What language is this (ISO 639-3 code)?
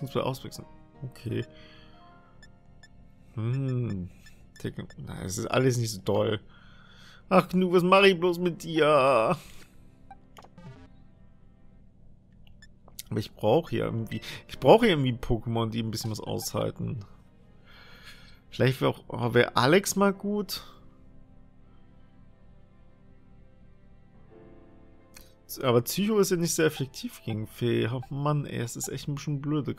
deu